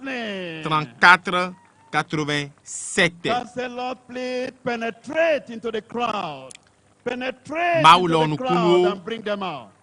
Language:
Ewe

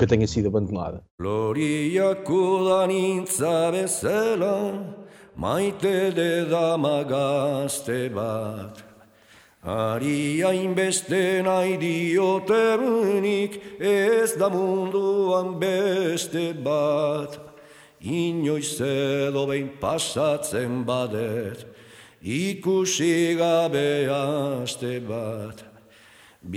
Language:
Portuguese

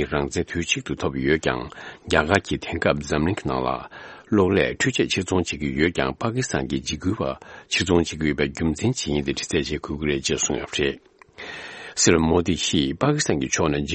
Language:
Tibetan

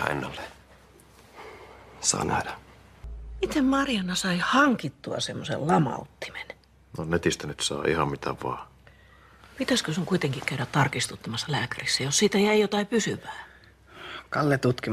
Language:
Finnish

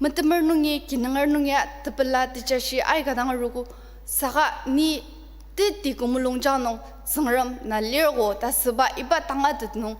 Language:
Ao Naga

